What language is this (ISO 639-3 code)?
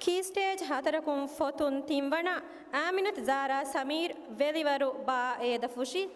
div